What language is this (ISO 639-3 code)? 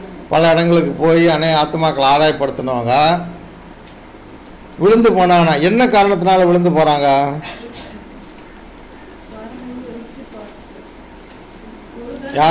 tam